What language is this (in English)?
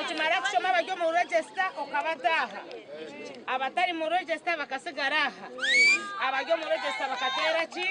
Nyankole